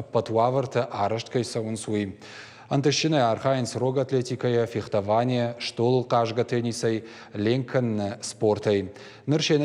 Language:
Ossetic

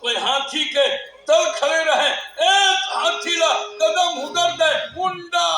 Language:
Chhattisgarhi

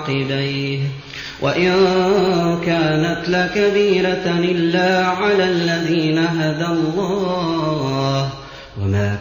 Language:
Arabic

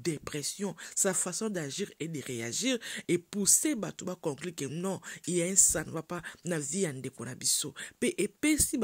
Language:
Lingala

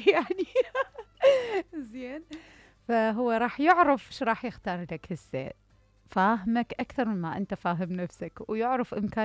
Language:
Mesopotamian Arabic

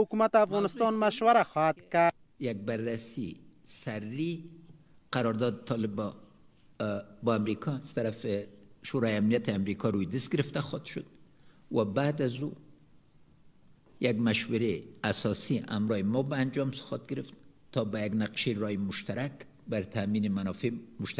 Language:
Persian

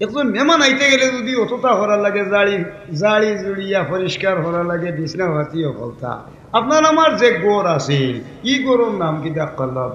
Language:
Sylheti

